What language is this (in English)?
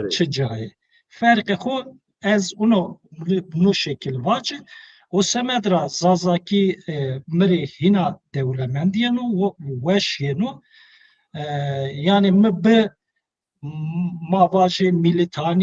Zaza